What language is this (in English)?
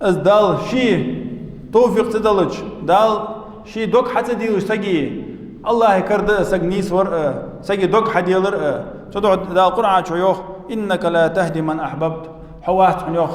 Ingush